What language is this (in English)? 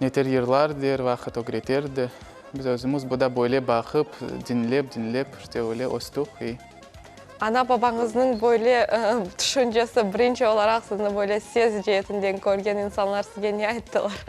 Crimean Tatar